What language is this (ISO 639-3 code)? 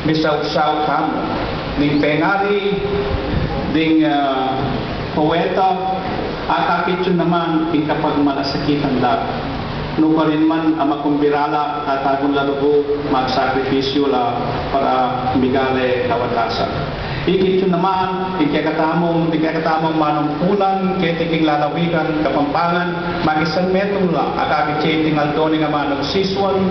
pam